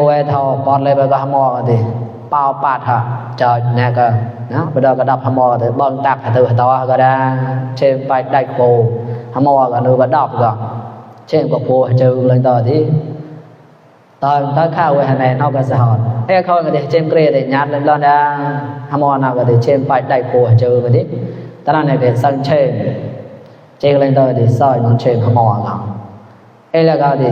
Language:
Mon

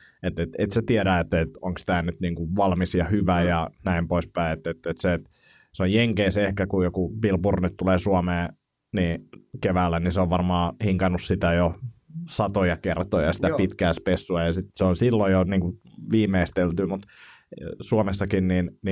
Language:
Finnish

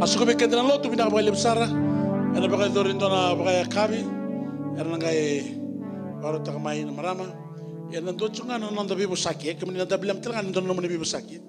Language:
Fijian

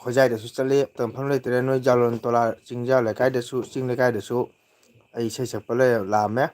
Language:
Manipuri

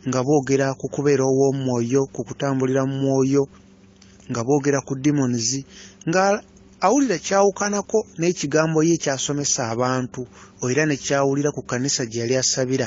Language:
Ganda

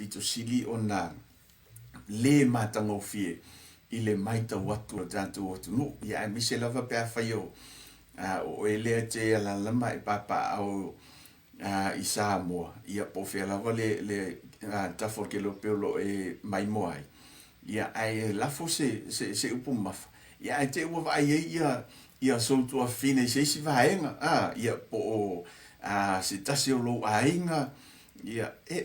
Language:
Samoan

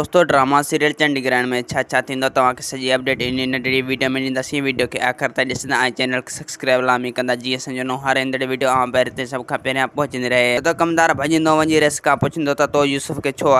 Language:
Sindhi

